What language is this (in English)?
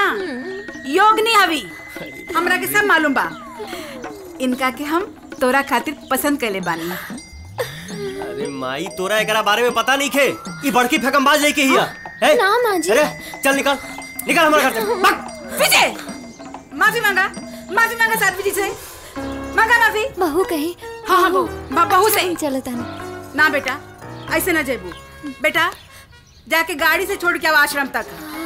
Bhojpuri